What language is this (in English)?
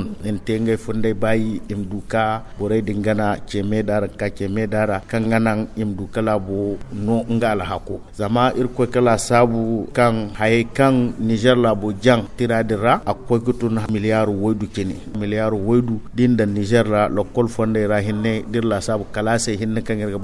Zarma